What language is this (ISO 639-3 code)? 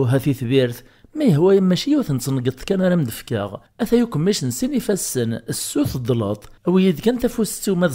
kab